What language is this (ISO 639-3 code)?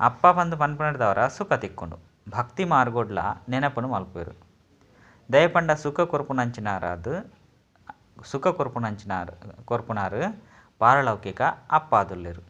tcy